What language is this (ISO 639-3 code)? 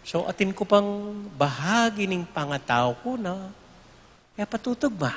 pam